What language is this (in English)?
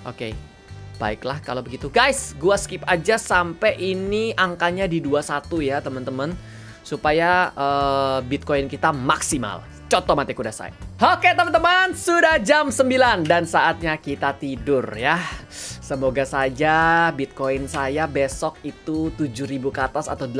Indonesian